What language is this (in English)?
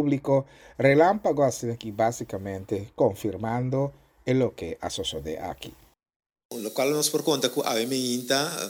Papiamento